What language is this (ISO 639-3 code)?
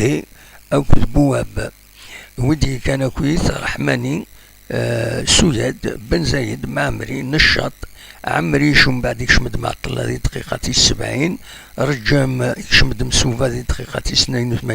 kab